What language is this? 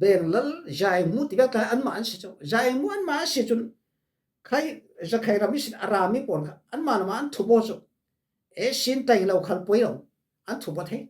Falam Chin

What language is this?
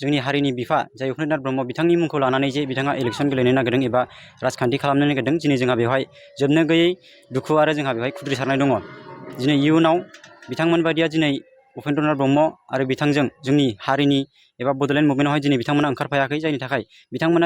Bodo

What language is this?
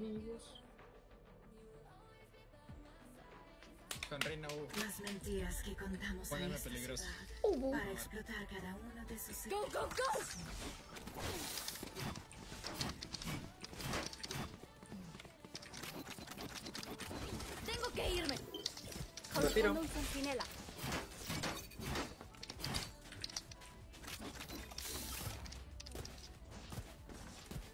Spanish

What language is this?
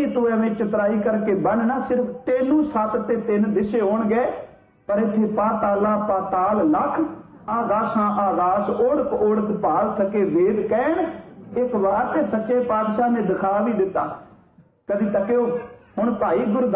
Punjabi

